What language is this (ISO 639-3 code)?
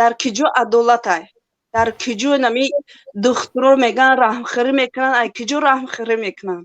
tgk